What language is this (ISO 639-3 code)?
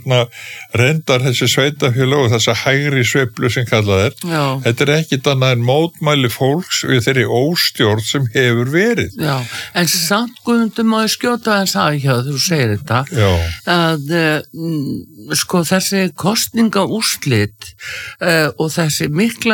isl